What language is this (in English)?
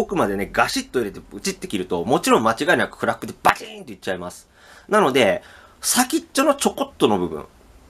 Japanese